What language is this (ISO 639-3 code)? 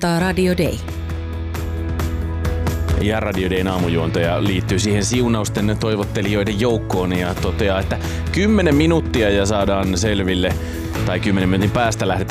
fin